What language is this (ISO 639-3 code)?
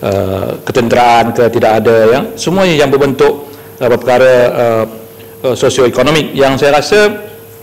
msa